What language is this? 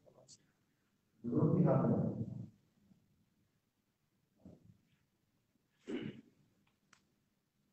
Urdu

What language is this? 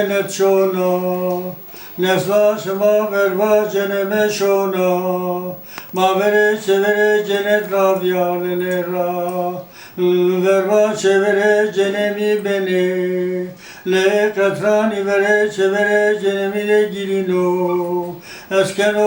Zaza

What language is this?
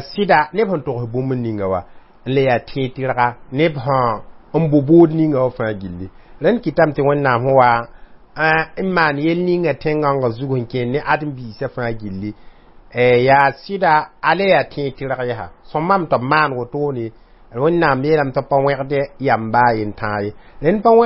Mossi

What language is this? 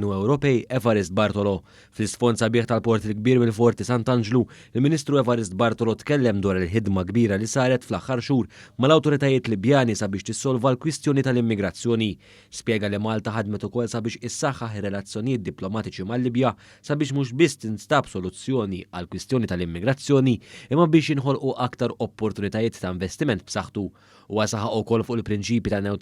Maltese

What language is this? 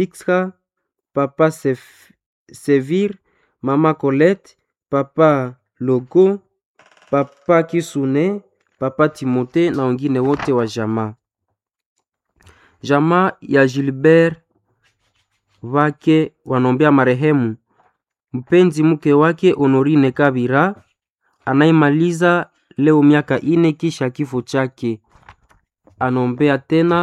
Swahili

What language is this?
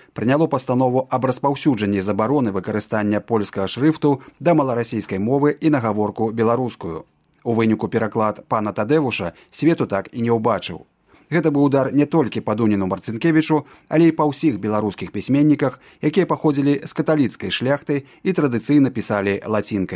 Belarusian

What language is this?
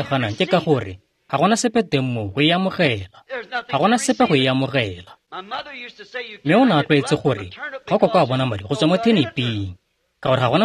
Tswana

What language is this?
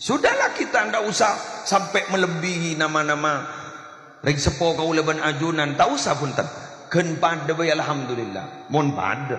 Madurese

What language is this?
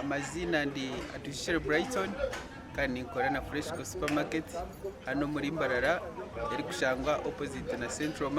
Nyankole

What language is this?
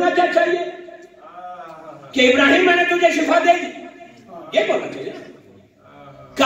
Urdu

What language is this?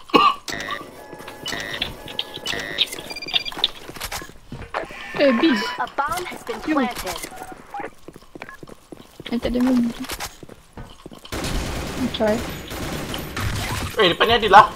Malay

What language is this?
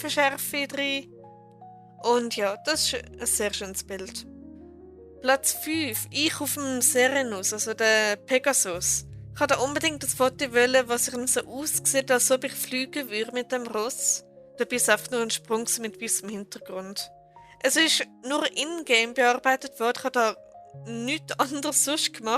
Swiss German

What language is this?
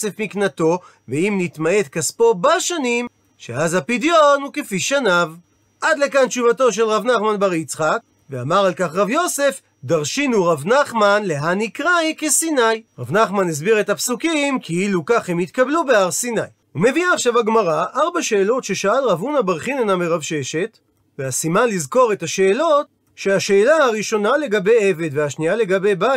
Hebrew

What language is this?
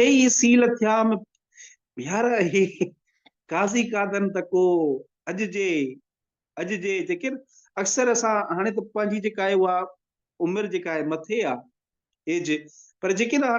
Sindhi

